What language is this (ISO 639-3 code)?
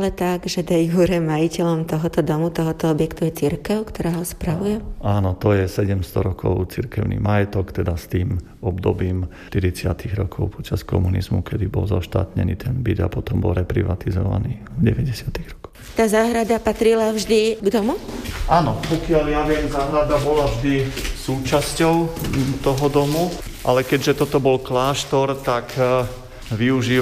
slk